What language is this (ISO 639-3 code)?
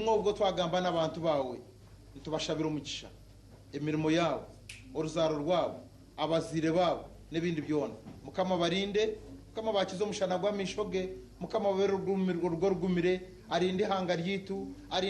nyn